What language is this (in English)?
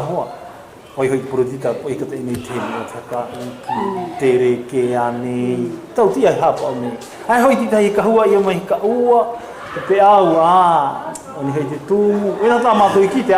South Marquesan